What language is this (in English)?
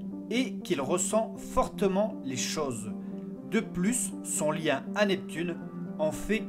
French